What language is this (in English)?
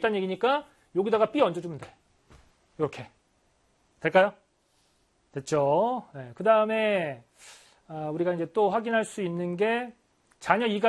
Korean